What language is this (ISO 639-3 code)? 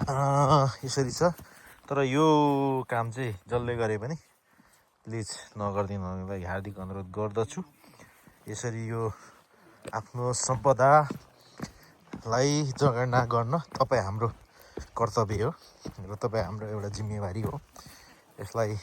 nep